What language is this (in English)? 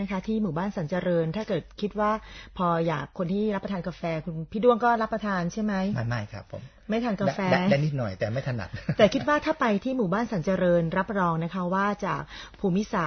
Thai